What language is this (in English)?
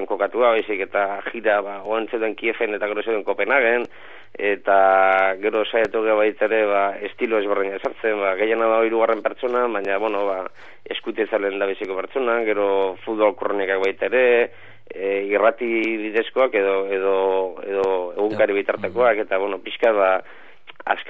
Basque